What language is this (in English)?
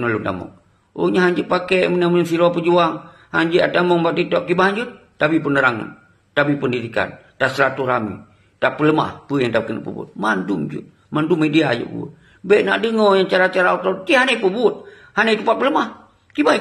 Achinese